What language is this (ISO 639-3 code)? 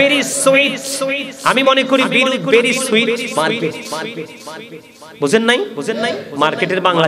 ben